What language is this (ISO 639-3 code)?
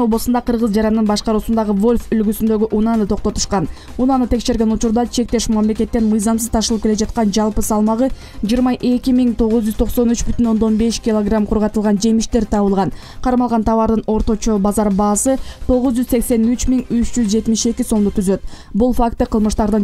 kir